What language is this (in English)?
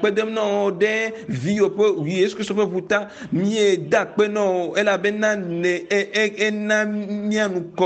Ewe